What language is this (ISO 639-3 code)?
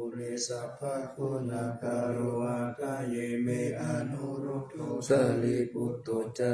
pli